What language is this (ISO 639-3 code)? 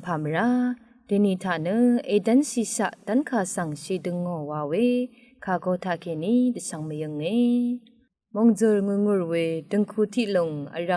raw